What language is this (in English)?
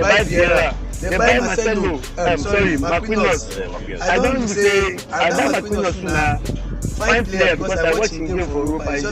Nigerian Pidgin